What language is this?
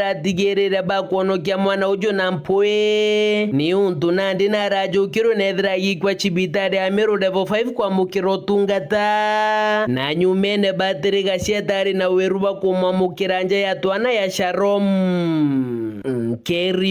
Meru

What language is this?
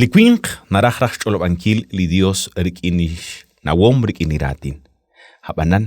Kekchí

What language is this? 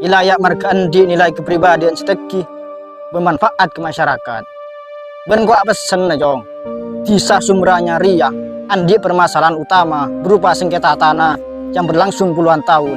Madurese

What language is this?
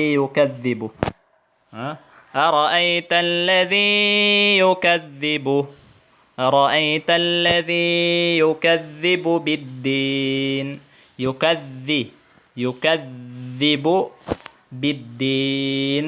Tausug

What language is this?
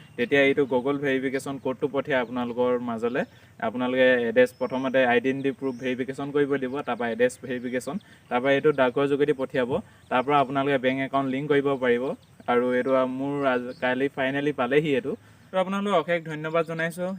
Assamese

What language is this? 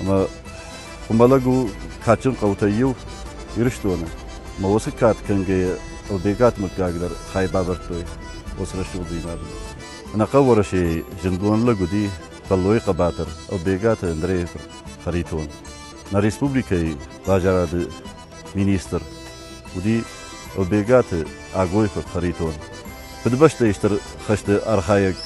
Ossetic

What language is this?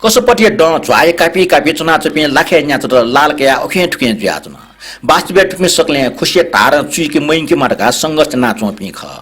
Newari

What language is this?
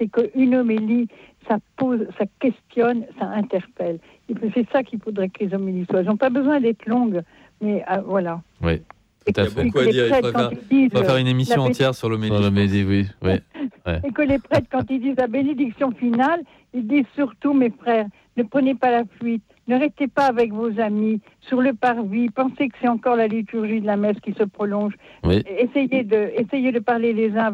French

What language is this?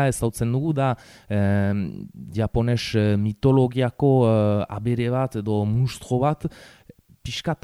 Basque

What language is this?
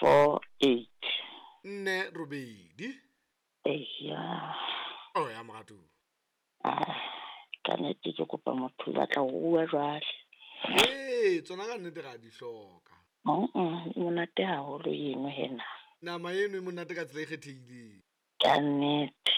Southern Sotho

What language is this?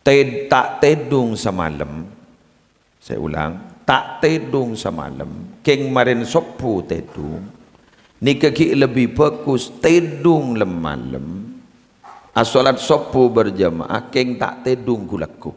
Madurese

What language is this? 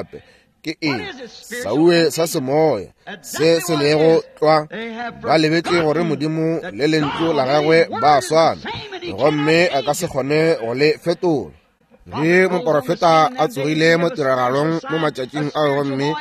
Northern Sotho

